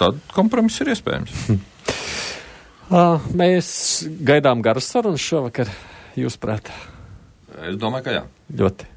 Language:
Latvian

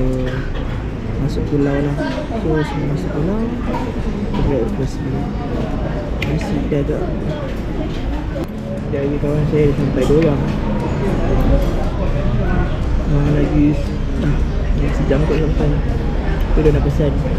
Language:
Malay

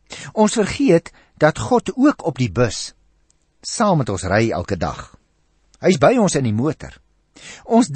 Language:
Afrikaans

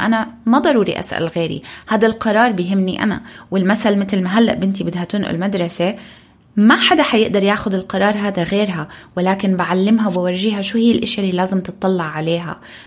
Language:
North Levantine Arabic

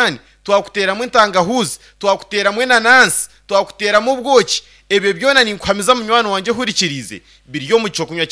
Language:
Nyankole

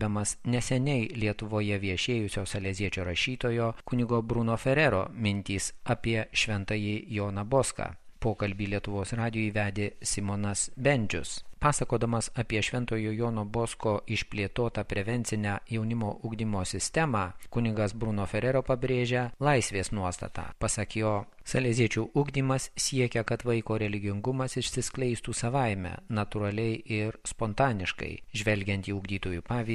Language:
Lithuanian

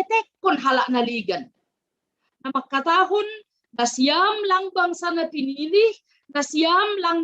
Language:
Batak Simalungun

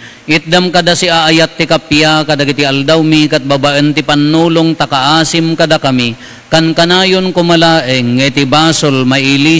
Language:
Iloko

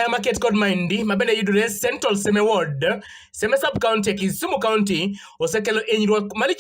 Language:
Luo (Kenya and Tanzania)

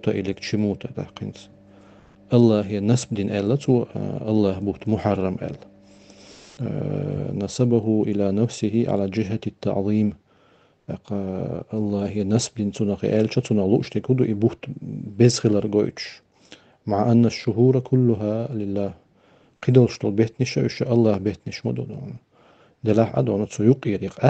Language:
Chechen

